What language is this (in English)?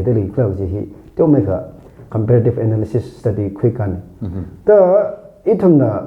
Tangkhul Naga (India)